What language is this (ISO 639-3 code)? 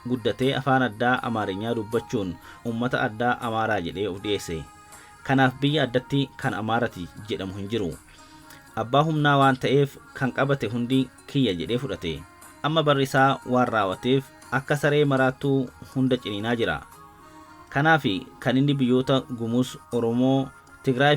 orm